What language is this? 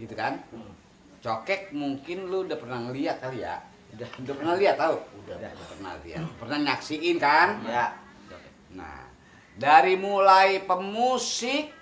Betawi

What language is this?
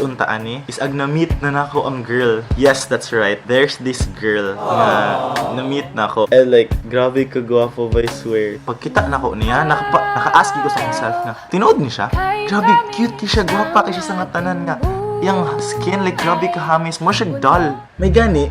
Cebuano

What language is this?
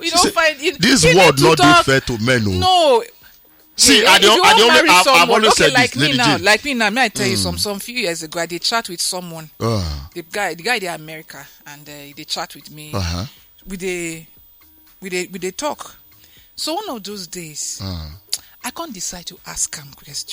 Nigerian Pidgin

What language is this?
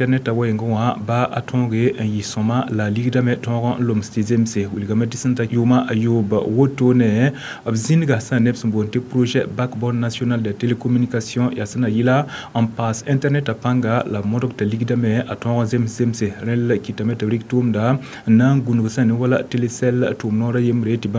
Mossi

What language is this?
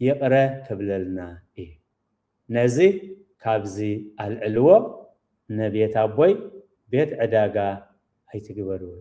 Tigrinya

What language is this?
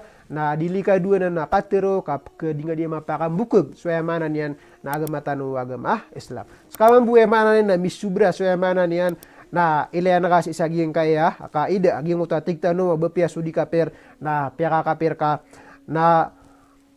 Maranao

